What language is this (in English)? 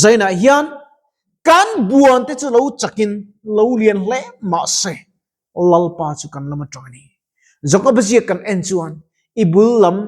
Mizo